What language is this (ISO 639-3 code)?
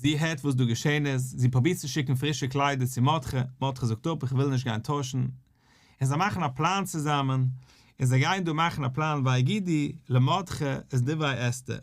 yid